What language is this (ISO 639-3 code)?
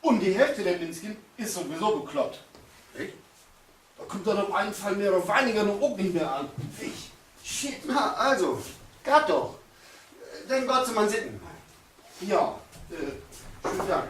nds